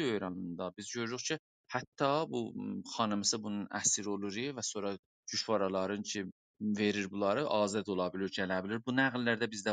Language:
South Azerbaijani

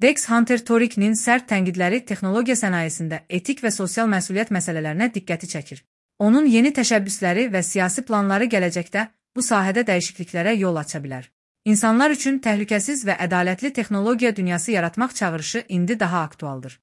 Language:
Azerbaijani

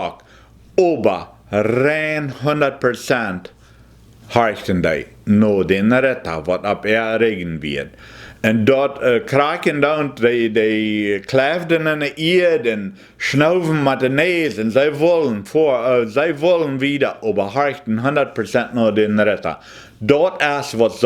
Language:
Plautdietsch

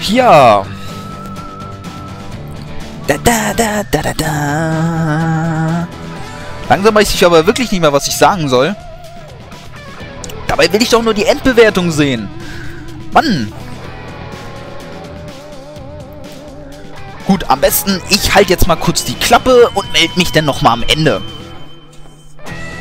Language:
German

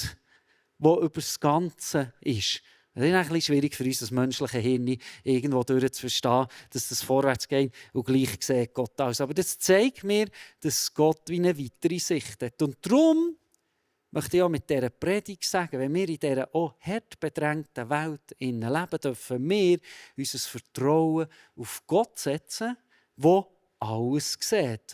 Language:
Swiss German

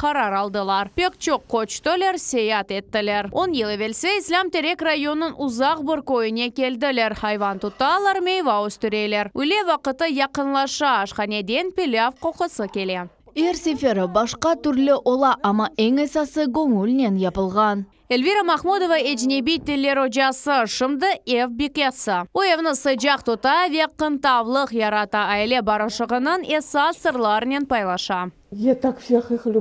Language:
Crimean Tatar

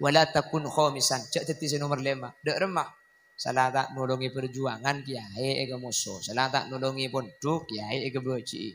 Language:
Madurese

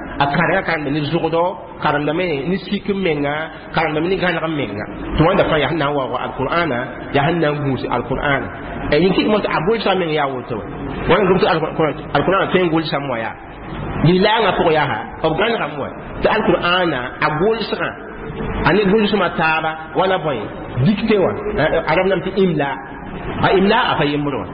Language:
Mossi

